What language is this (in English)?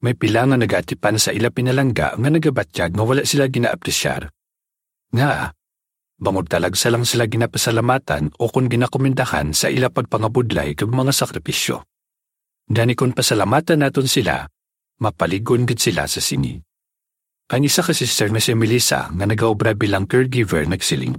Hiligaynon